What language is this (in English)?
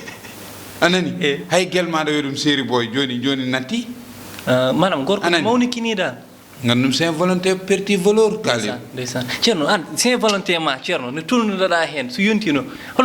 Fula